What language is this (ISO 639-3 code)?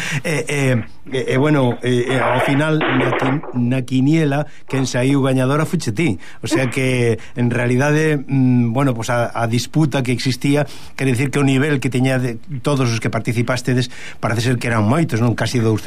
glg